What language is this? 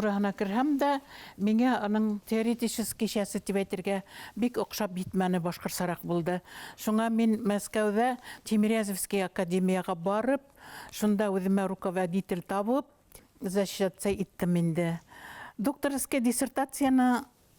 Bashkir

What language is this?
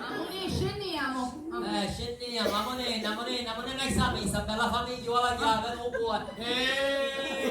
Sicilian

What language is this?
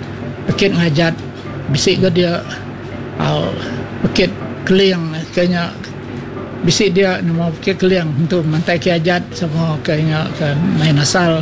Iban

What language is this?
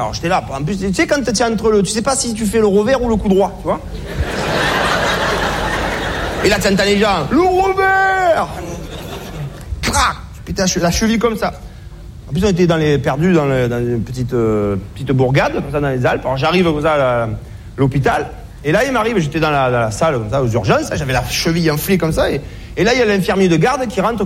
French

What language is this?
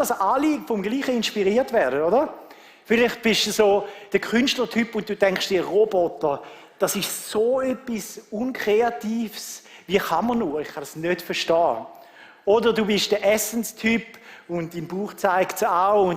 Swiss German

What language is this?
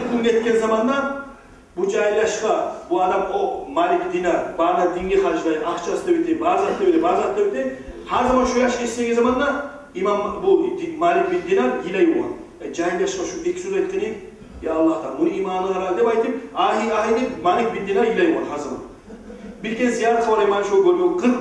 Kumyk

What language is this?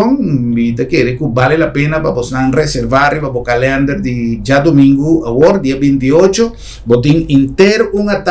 Papiamento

